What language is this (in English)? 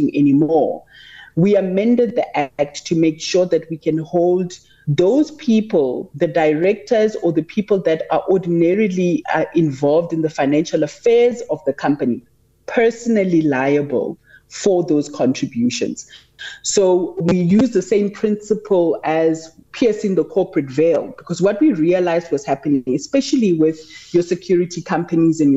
English